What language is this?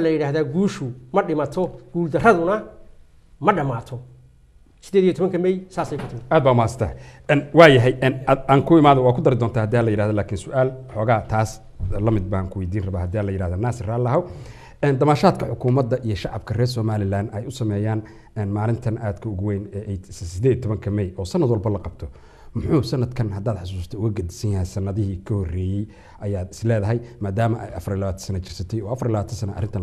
Somali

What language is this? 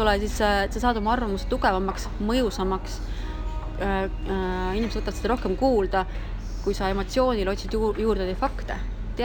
Estonian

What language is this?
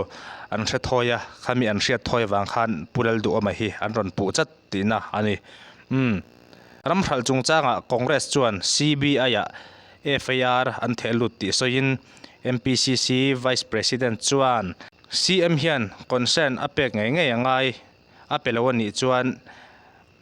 Mizo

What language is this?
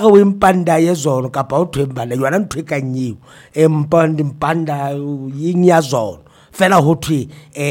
Northern Sotho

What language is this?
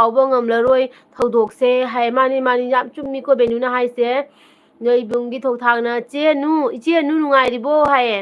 Manipuri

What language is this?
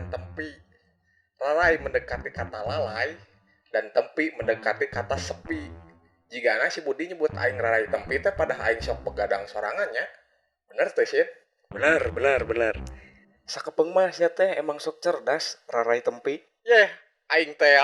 Sundanese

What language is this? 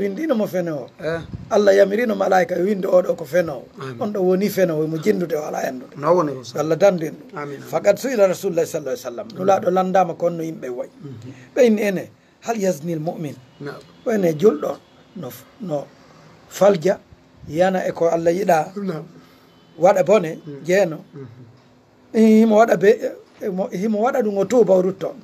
Fula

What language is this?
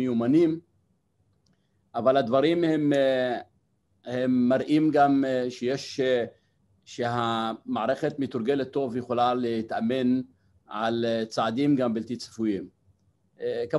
Hebrew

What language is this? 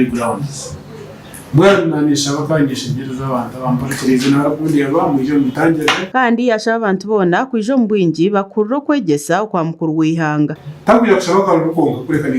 Nyankole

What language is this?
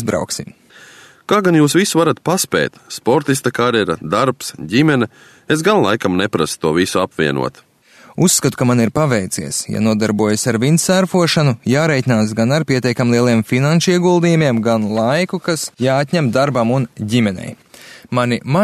Latvian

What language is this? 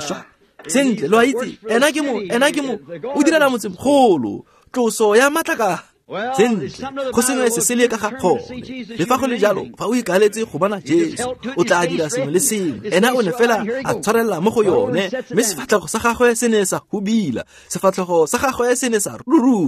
Tswana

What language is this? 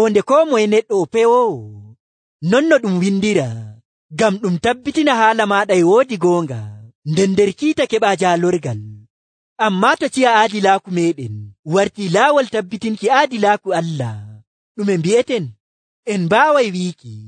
Nigerian Fulfulde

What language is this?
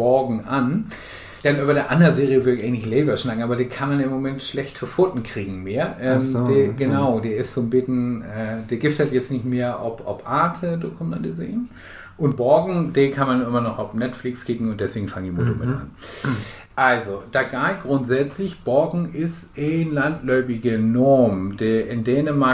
Low German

